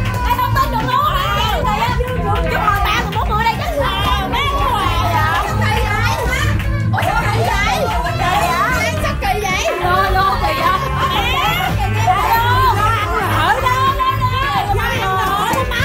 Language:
Vietnamese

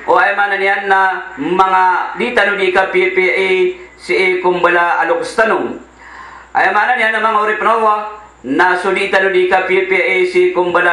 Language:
Maranao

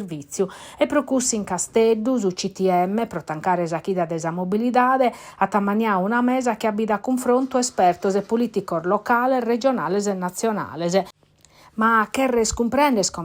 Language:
Sardinian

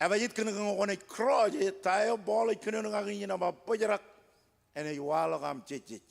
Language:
Marshallese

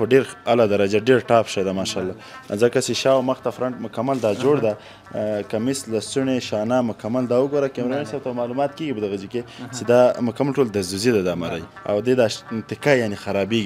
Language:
Pashto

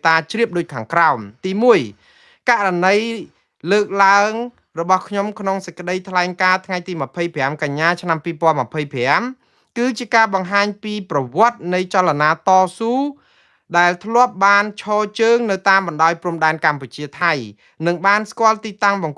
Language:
Khmer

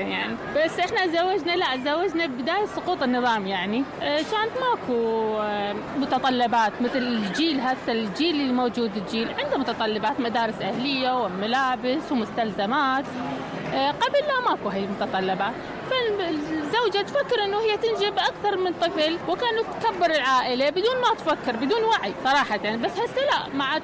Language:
Mesopotamian Arabic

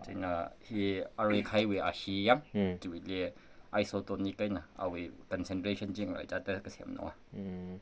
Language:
Tangkhul Naga (India)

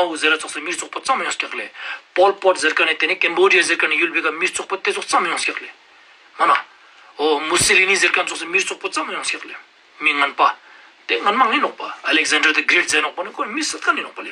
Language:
Ladakhi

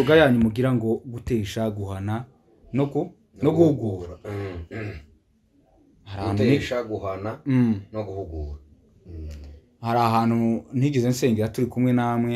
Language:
Kinyarwanda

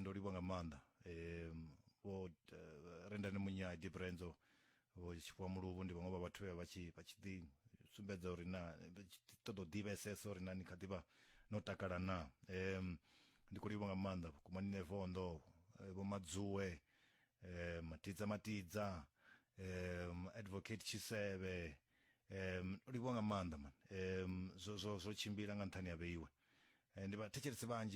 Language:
Venda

